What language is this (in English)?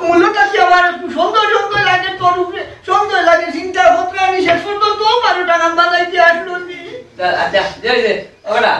Sylheti